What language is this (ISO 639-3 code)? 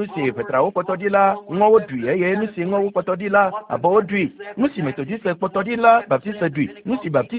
ewe